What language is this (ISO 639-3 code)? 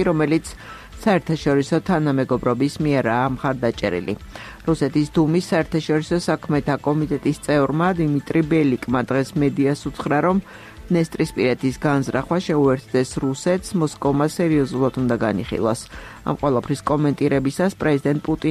kat